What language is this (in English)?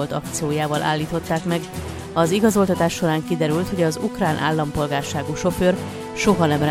Hungarian